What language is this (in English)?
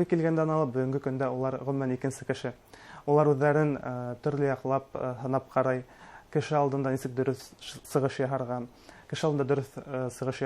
Bashkir